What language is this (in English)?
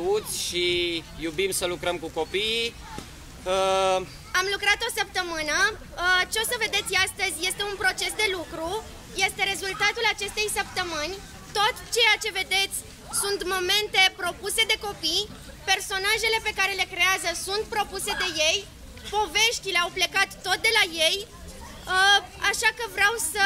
Romanian